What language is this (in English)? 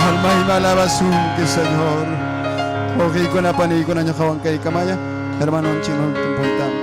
Ayacucho Quechua